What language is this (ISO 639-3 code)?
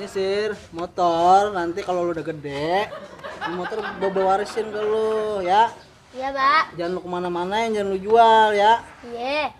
bew